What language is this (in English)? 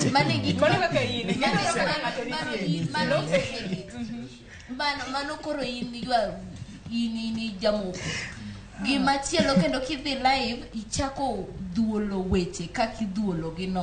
Luo (Kenya and Tanzania)